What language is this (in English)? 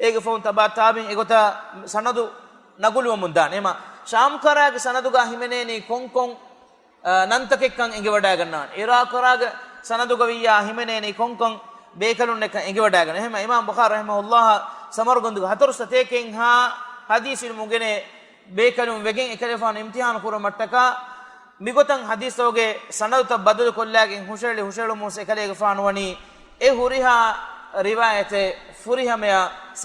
Divehi